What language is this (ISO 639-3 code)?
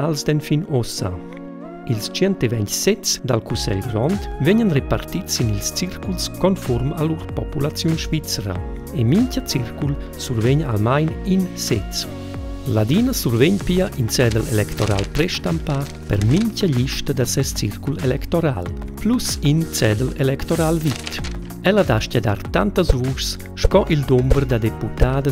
roh